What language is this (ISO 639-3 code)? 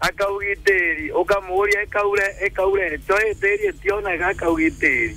mer